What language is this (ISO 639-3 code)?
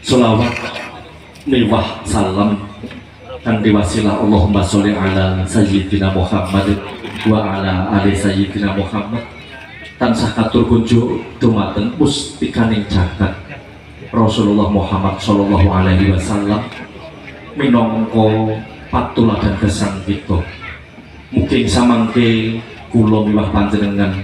jav